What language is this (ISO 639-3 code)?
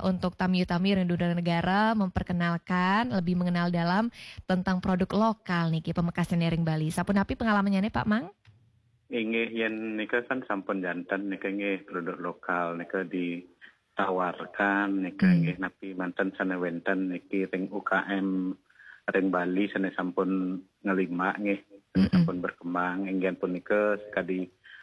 ban